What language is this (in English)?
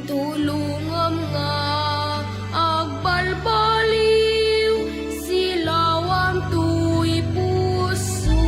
Iloko